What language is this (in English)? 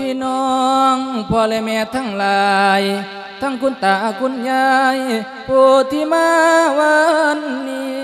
Lao